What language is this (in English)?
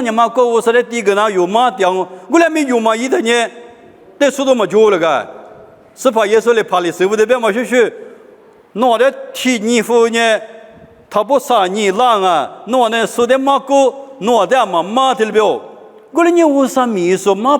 Lisu